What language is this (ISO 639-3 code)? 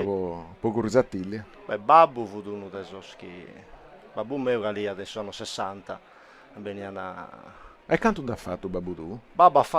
srd